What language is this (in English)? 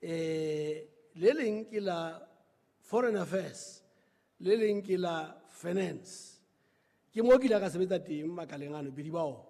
Southern Sotho